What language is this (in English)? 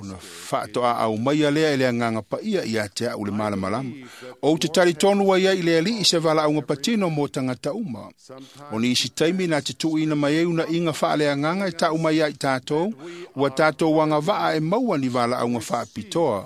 Samoan